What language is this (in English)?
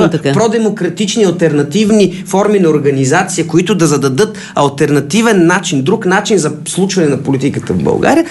Bulgarian